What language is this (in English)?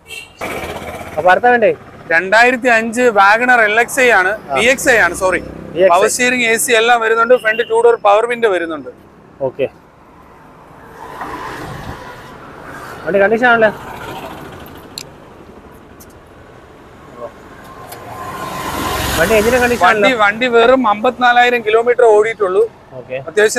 Malayalam